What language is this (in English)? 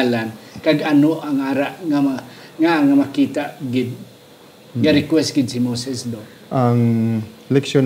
Hiligaynon